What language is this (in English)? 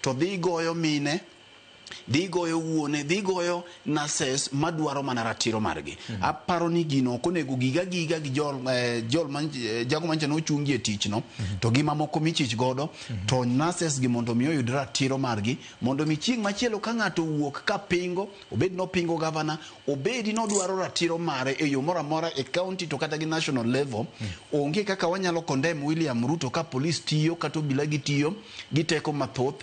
Luo (Kenya and Tanzania)